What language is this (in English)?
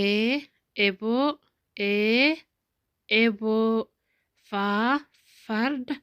Oromo